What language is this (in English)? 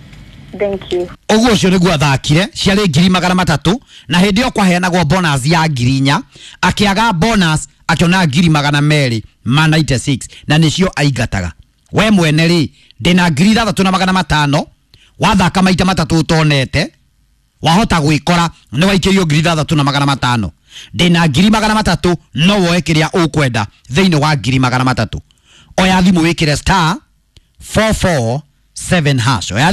Kikuyu